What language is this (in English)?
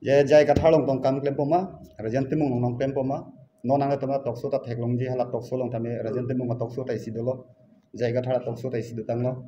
Karbi